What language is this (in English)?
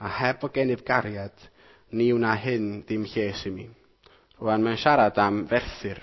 Welsh